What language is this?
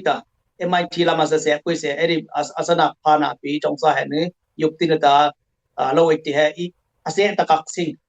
Dimasa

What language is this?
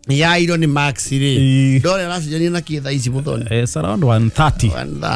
Kikuyu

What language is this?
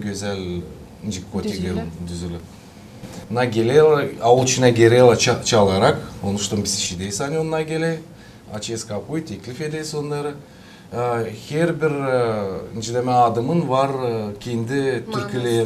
Gagauz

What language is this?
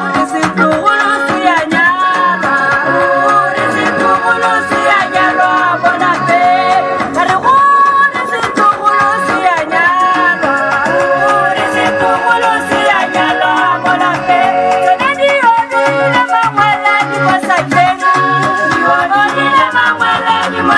Tswana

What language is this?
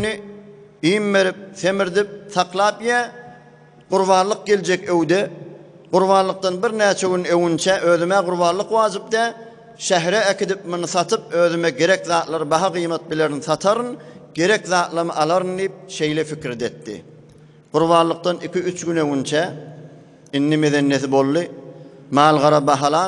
Turkmen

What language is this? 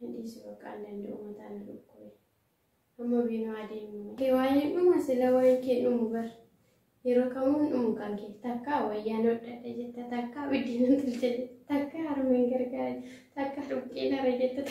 Oromo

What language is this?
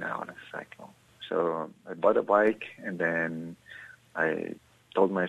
Filipino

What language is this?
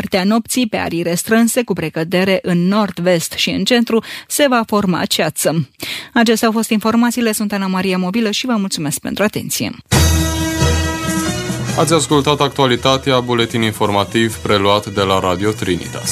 Romanian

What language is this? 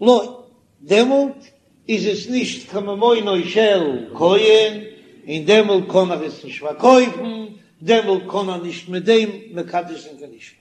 Yiddish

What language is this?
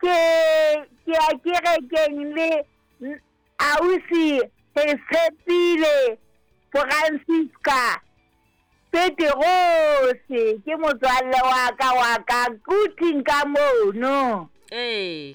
Southern Sotho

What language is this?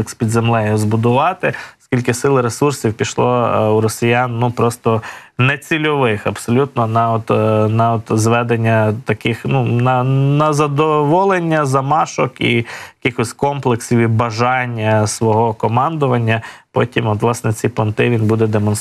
Ukrainian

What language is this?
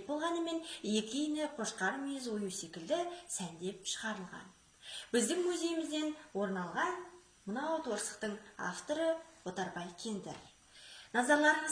Kazakh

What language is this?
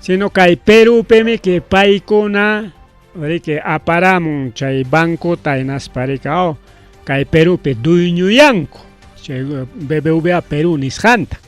Ayacucho Quechua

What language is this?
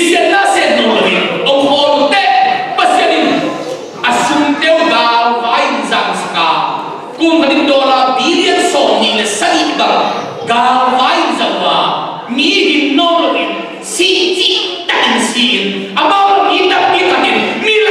Tedim Chin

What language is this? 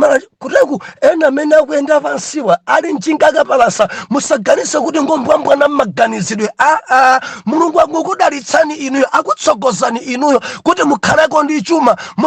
Nyanja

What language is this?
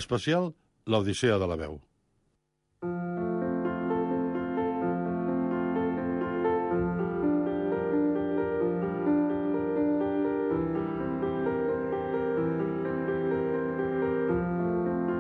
Catalan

